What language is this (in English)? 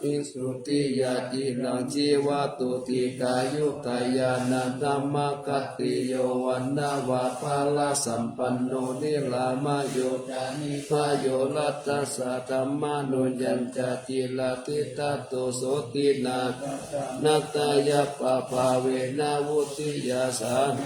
Pali